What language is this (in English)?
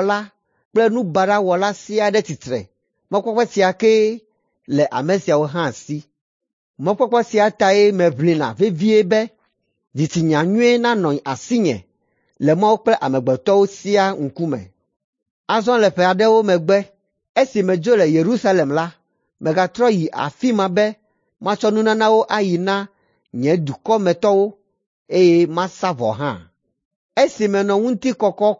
Ewe